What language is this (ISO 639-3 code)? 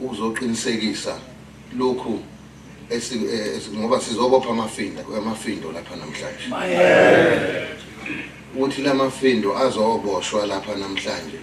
zul